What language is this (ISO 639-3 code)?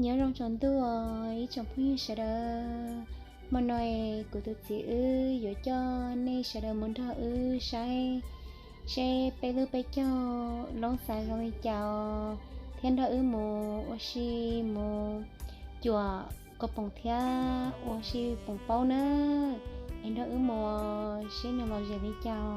hmn